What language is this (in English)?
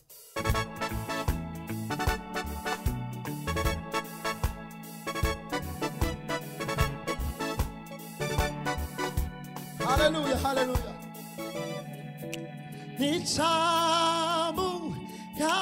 Kinyarwanda